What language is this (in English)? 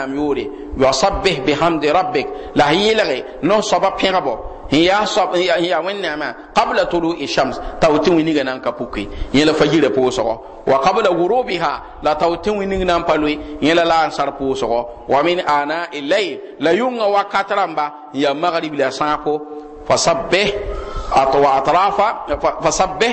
Mossi